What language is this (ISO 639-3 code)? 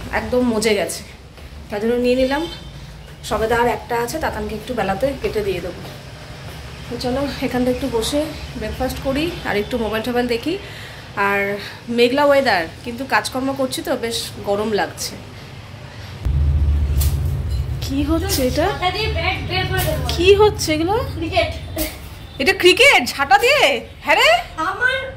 ben